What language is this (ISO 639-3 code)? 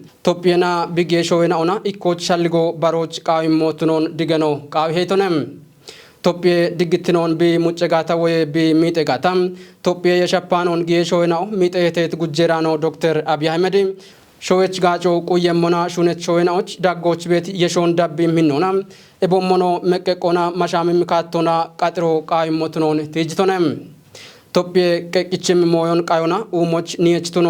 kbr